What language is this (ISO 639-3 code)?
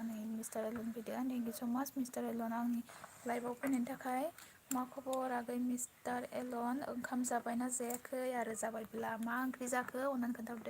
brx